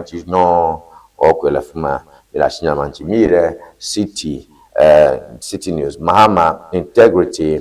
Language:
Ewe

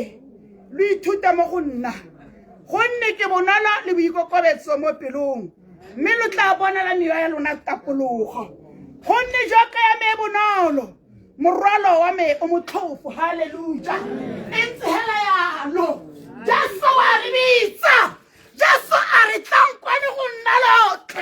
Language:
Tswana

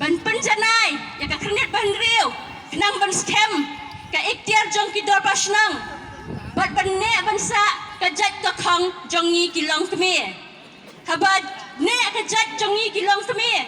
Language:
Khasi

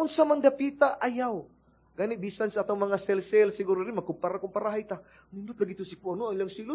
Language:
Cebuano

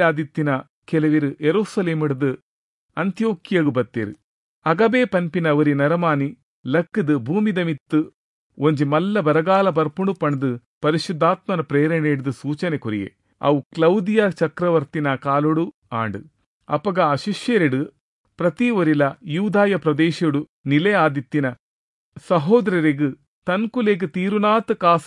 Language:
Tulu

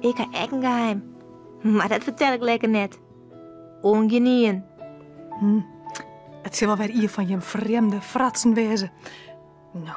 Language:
Western Frisian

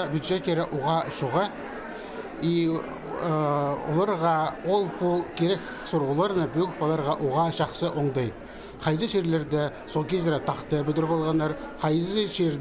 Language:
Khakas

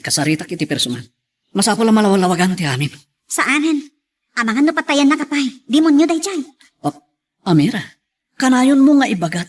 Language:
Iloko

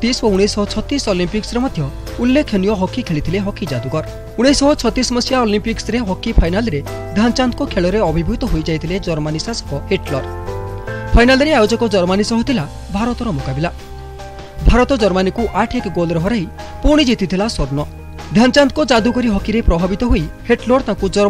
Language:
Odia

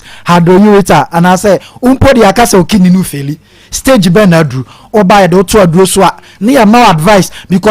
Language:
Akan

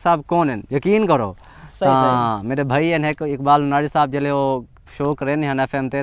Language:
Saraiki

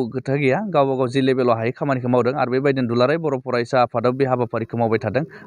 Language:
Bodo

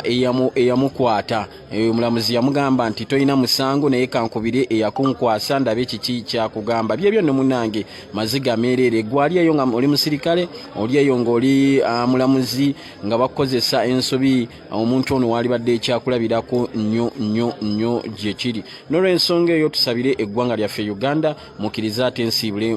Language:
Ganda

